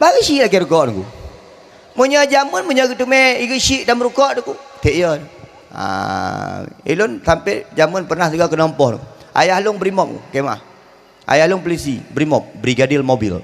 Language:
Achinese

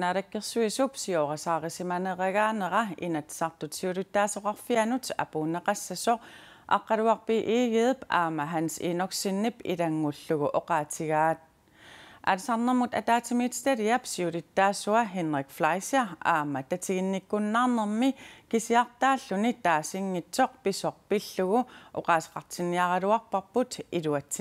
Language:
Kalaallisut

